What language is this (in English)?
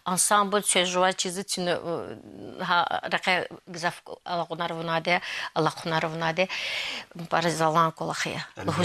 Lezghian